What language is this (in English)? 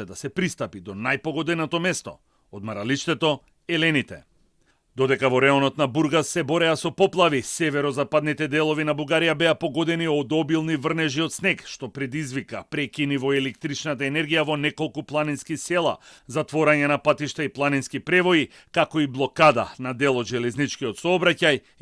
Macedonian